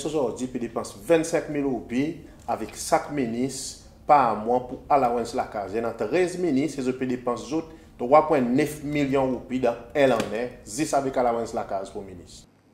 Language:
Seselwa Creole French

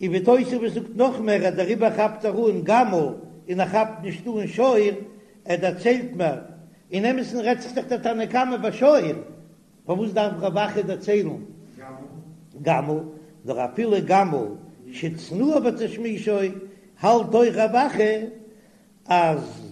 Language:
Yiddish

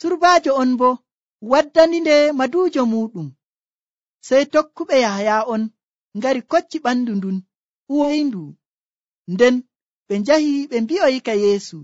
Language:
Nigerian Fulfulde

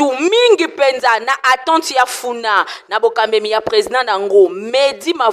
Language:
Lingala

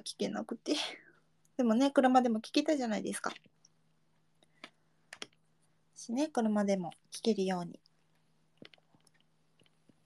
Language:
Japanese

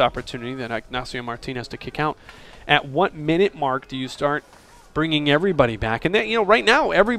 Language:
English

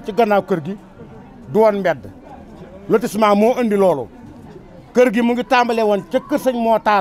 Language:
Wolof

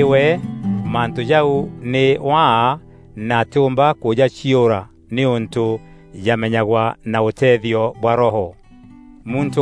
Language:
Meru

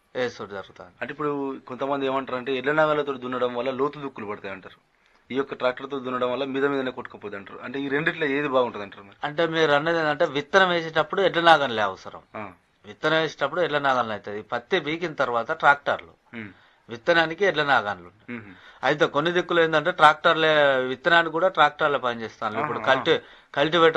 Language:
Telugu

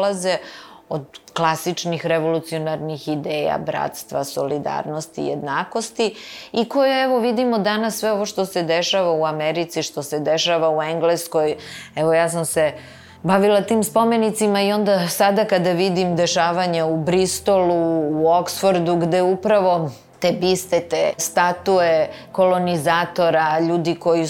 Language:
Serbian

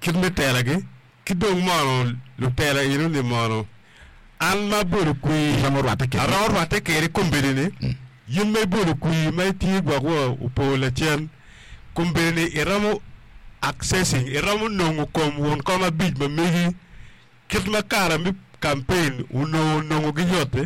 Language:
Acoli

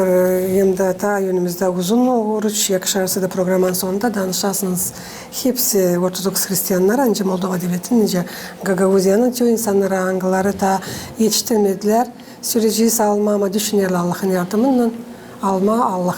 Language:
Gagauz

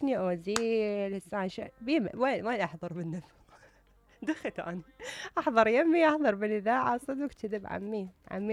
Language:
Mesopotamian Arabic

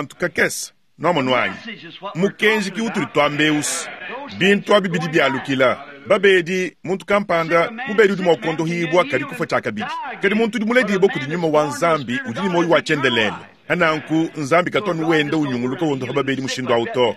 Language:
Luba-Lulua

